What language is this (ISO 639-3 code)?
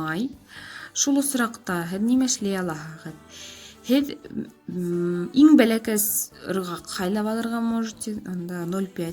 bak